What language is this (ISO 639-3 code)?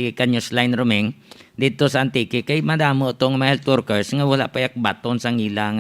hil